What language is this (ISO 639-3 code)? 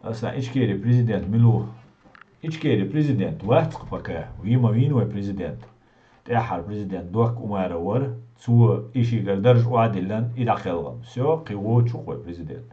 che